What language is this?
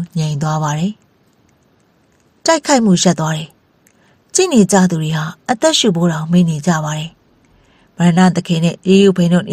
Burmese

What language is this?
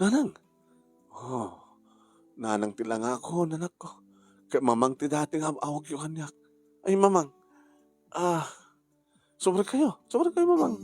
Iloko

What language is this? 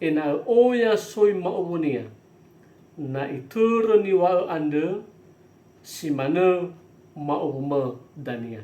Nias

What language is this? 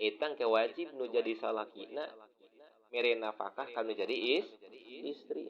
Sundanese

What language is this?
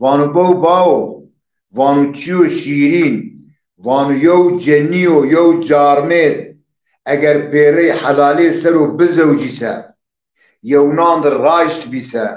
Zaza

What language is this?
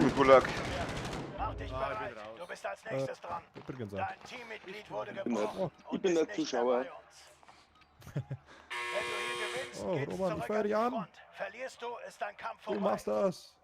Bavarian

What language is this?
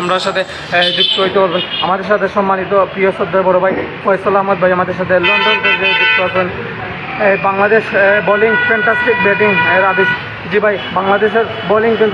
Bangla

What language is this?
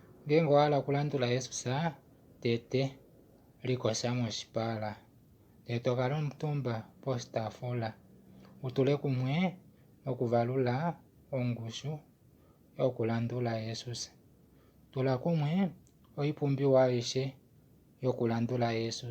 Kuanyama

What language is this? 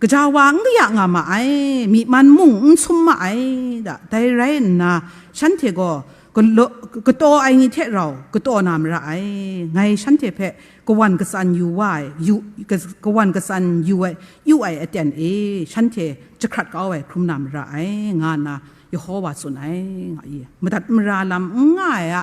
Kachin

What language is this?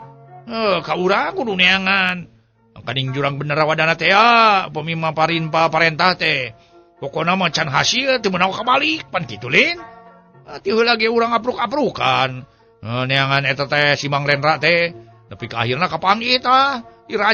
Sundanese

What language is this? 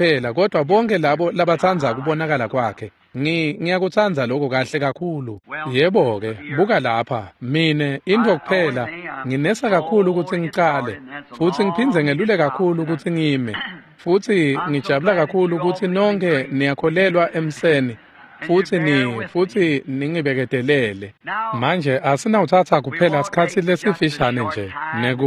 Swati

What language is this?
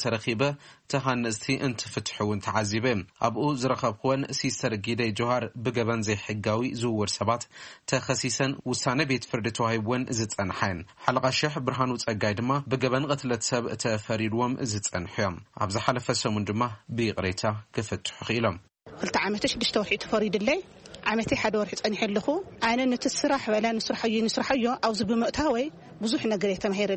Tigrinya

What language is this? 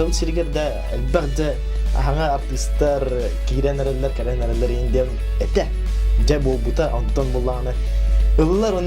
Yakut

